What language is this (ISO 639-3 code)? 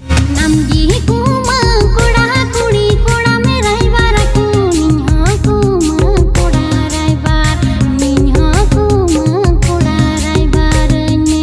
sat